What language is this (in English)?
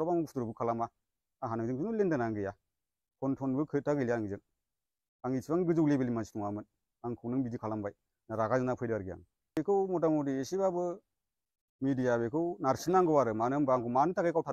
Bodo